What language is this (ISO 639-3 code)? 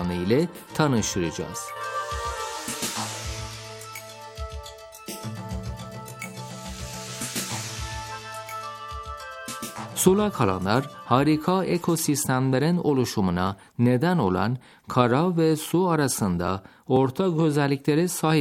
tur